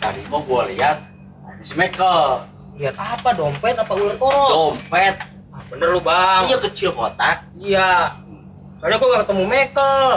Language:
Betawi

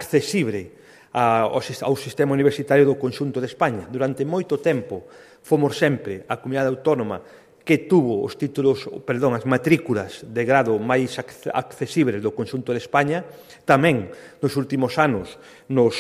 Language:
Galician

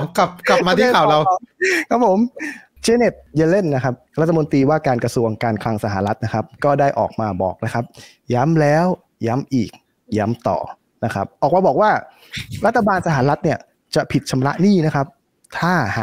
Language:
Thai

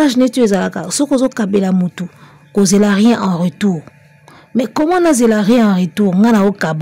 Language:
Lingala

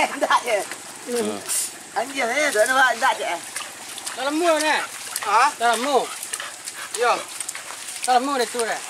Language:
Minangkabau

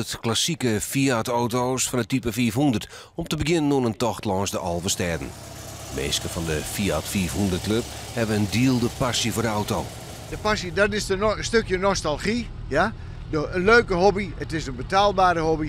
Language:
Western Frisian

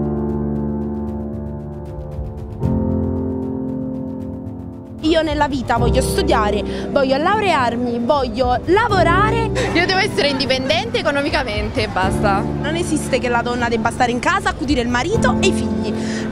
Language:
Italian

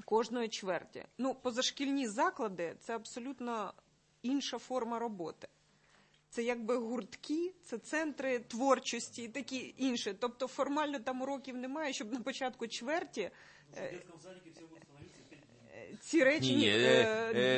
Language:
Ukrainian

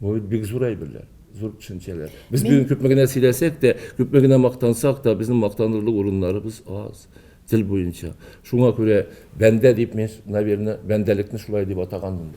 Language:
Tatar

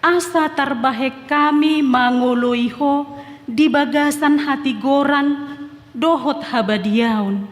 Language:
Batak Toba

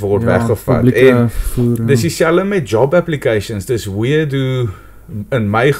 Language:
Afrikaans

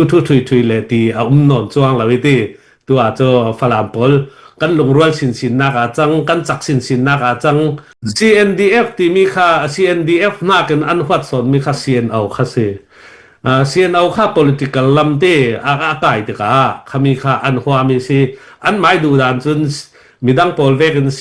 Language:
Hakha Chin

